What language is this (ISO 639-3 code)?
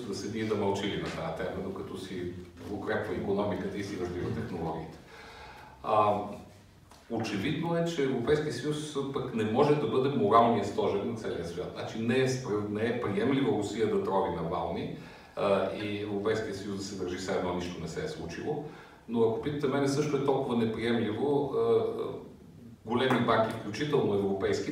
bul